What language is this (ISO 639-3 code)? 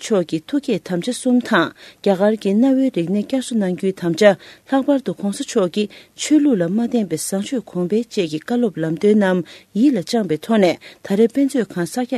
bod